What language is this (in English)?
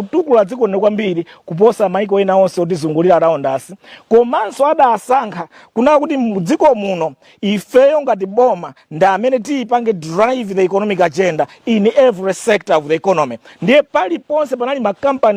Nyanja